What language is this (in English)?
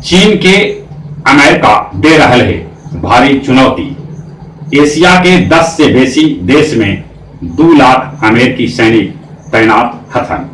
Magahi